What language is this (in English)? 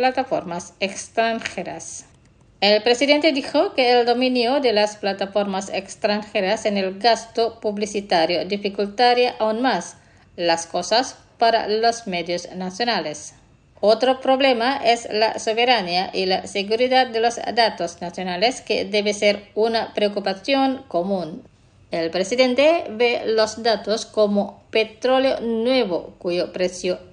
Spanish